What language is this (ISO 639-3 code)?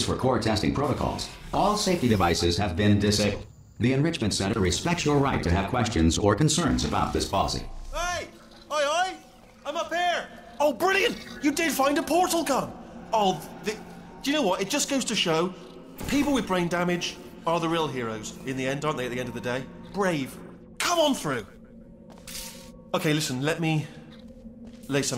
eng